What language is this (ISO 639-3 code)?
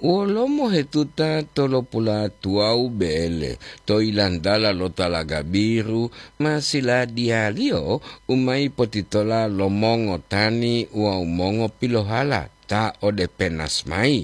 gor